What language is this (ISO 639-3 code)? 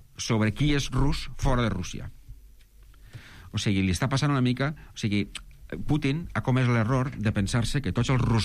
cat